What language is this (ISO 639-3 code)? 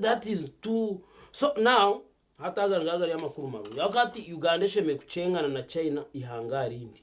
nyn